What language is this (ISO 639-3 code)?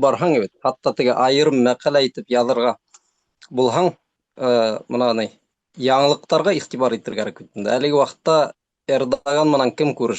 bak